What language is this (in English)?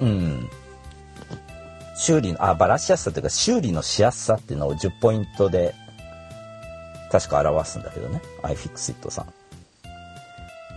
Japanese